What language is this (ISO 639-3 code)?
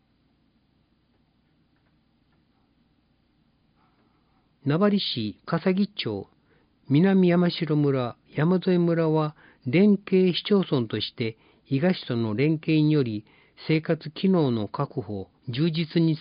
jpn